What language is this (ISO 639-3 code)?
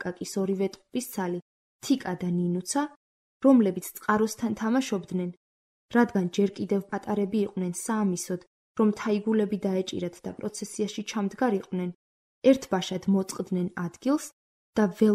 kat